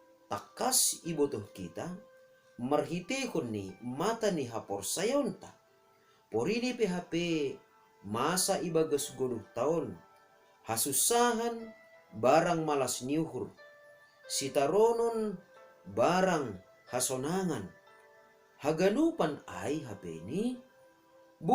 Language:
Batak Simalungun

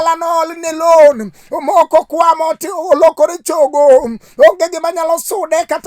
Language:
Luo (Kenya and Tanzania)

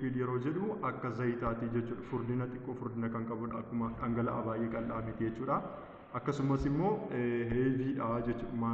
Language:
Oromo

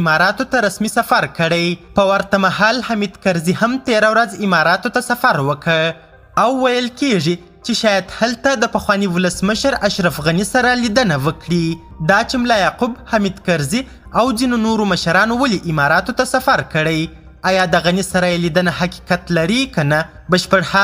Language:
Pashto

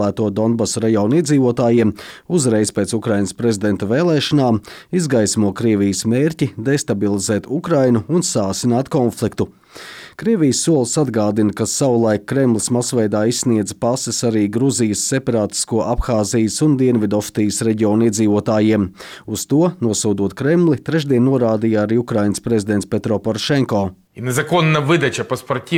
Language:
Latvian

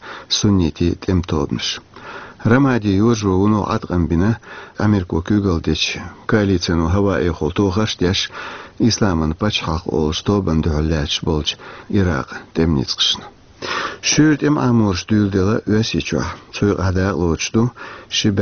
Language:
Chechen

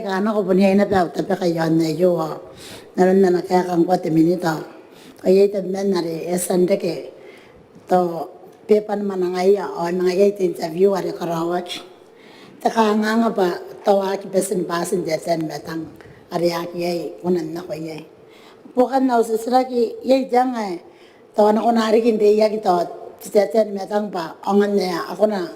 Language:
Gilbertese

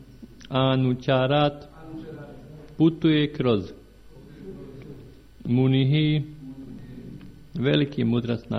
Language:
Croatian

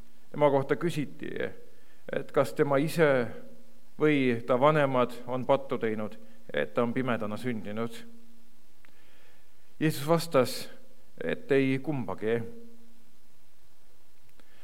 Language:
Estonian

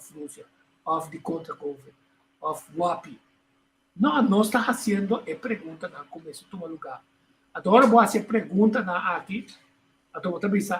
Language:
Papiamento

